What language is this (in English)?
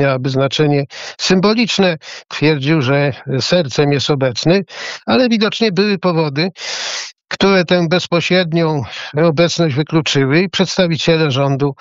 Polish